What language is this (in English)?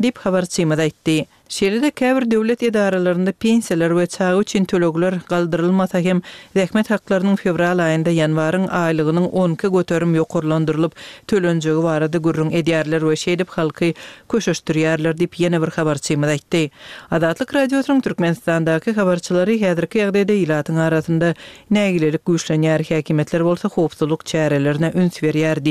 Turkmen